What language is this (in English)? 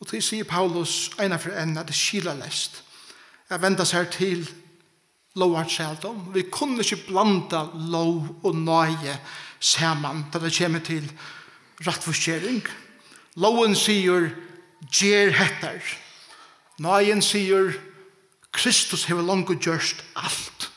Faroese